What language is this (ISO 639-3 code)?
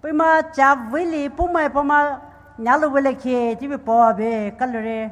pmx